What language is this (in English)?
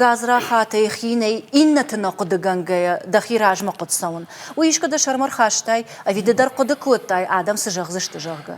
Ossetic